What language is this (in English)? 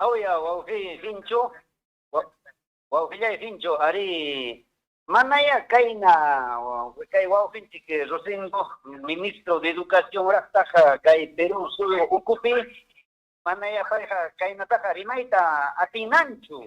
Ayacucho Quechua